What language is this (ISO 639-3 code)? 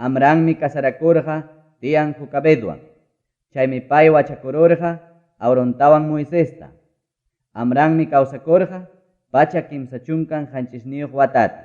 quy